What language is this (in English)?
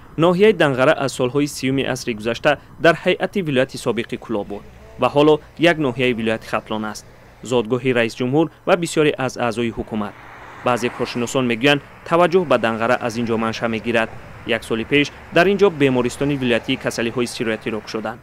Tajik